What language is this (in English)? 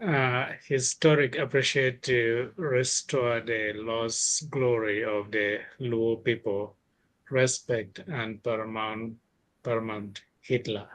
Acoli